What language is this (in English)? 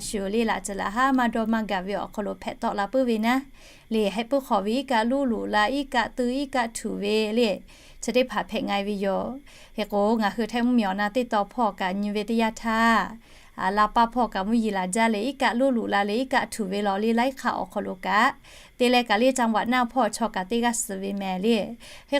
Lahu